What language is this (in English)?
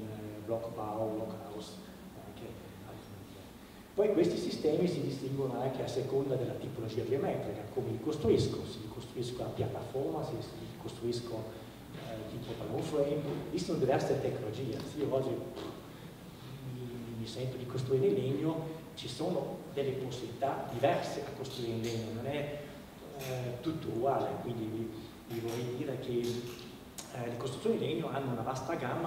Italian